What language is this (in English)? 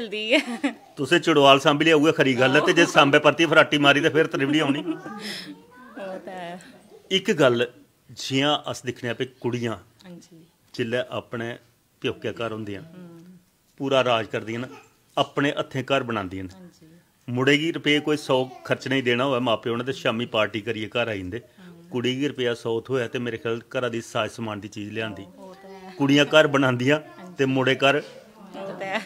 Dogri